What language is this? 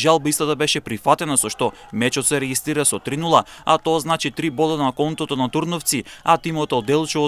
Macedonian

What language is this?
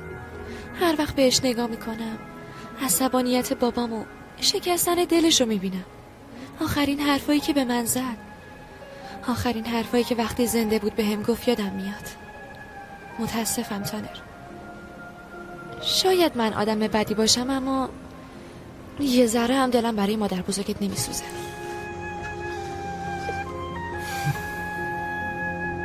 Persian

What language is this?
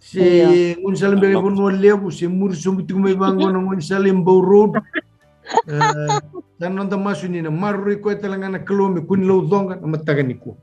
Fijian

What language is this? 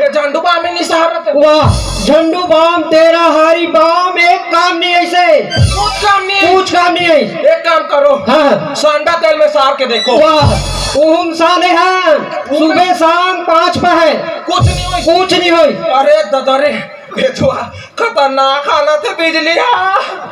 Chhattisgarhi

